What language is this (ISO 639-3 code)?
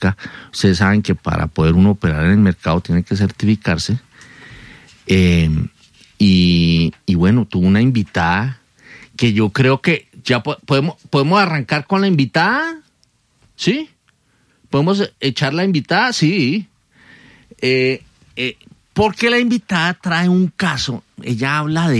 spa